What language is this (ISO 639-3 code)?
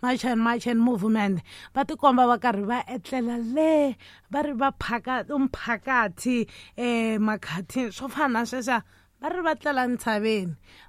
tso